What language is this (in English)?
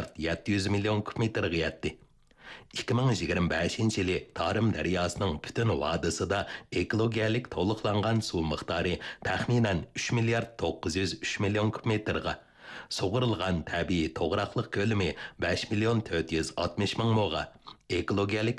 Uyghur